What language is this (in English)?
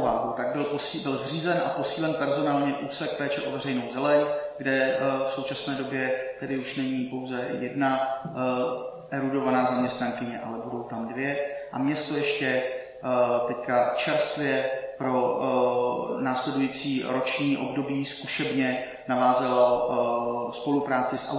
Czech